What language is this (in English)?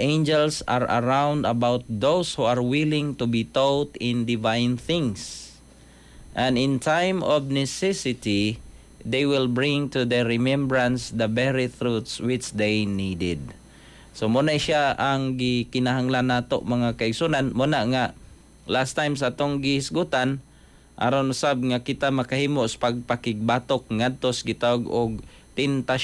Cebuano